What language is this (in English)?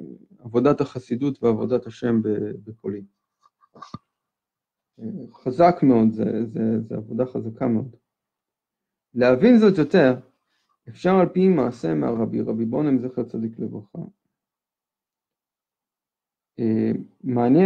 Hebrew